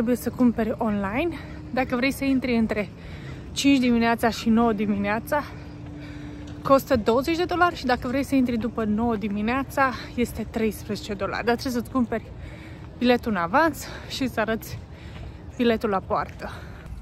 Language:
Romanian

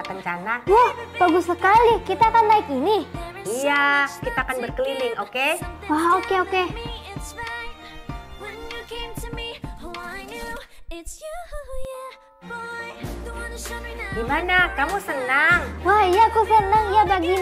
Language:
Indonesian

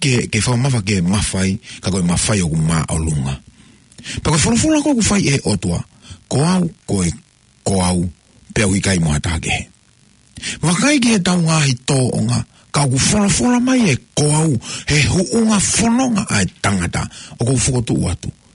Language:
Tongan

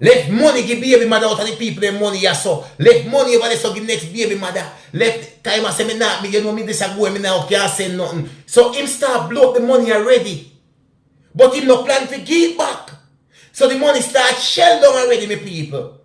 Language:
Jamaican Creole English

